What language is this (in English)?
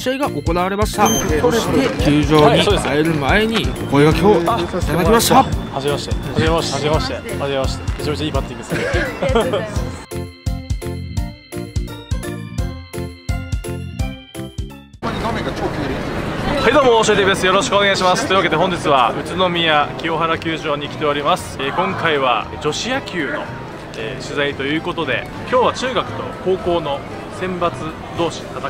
Japanese